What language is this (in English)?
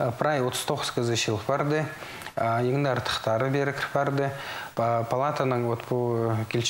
Khakas